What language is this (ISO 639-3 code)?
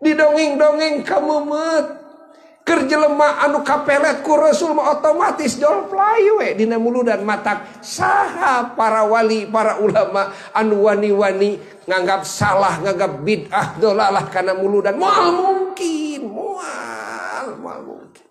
sun